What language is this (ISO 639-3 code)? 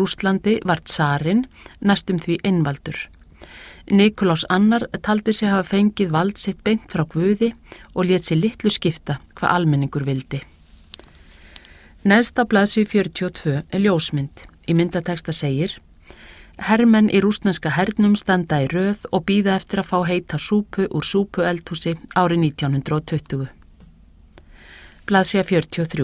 isl